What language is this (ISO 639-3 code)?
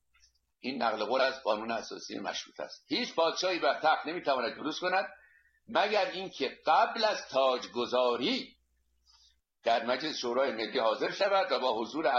fas